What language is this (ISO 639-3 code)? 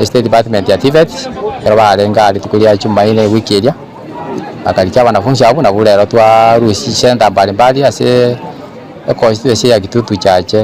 guz